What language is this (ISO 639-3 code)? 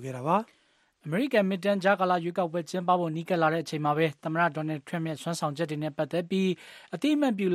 mya